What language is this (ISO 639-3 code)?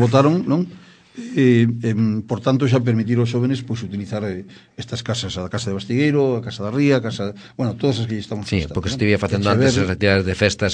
glg